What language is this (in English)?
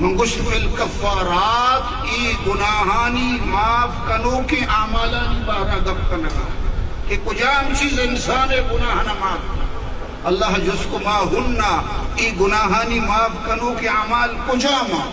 Eastern Balochi